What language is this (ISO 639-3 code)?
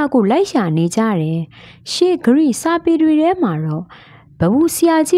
mya